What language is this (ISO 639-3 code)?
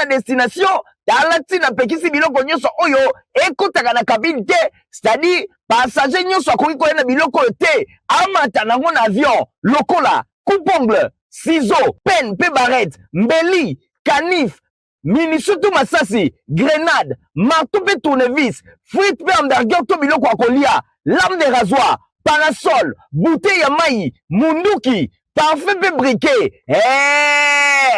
lin